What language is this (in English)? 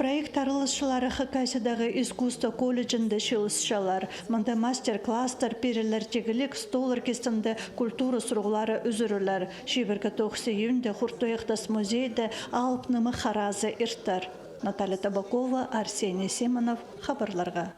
Khakas